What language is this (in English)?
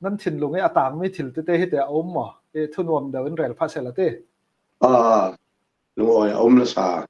Falam Chin